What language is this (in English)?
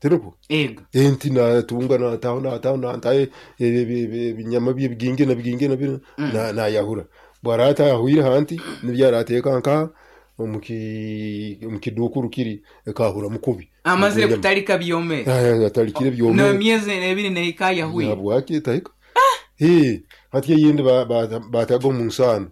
Nyoro